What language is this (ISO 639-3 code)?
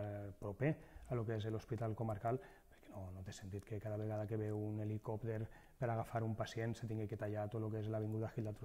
cat